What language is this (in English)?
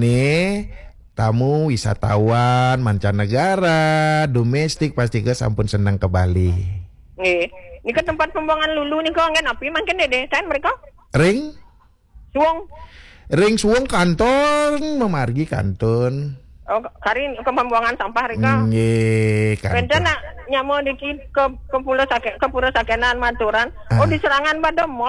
Balinese